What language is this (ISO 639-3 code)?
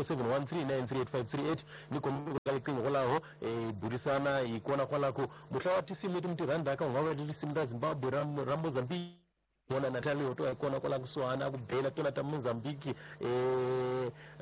tso